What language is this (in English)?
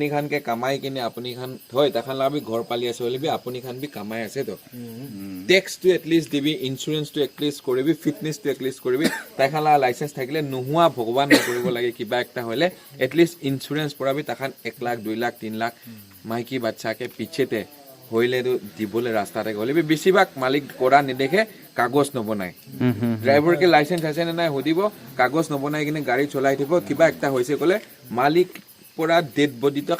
Naga Pidgin